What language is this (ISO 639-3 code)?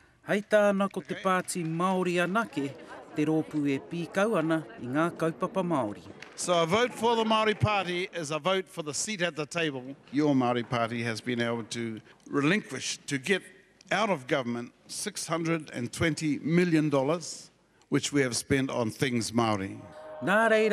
mri